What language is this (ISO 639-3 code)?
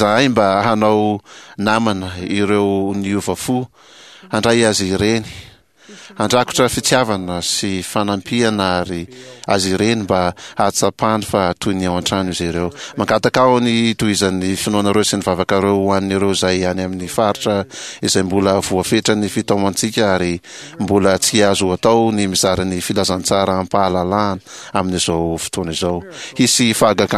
mlg